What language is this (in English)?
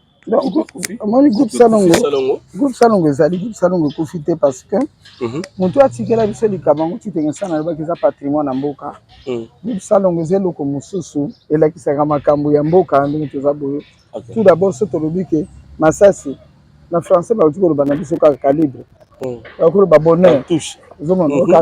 Lingala